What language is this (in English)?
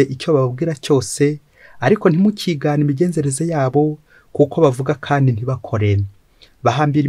Kinyarwanda